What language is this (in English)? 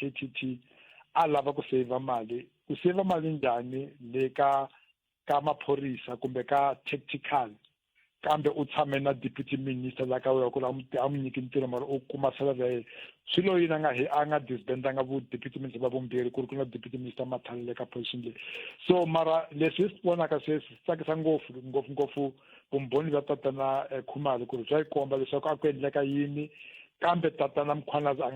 Tsonga